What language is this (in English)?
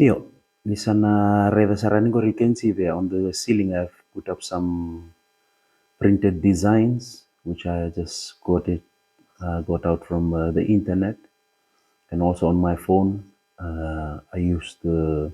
Fijian